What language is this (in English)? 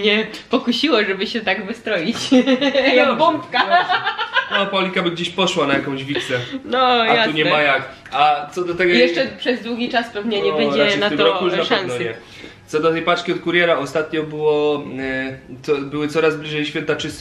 Polish